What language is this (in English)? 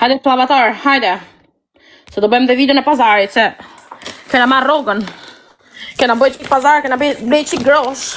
Albanian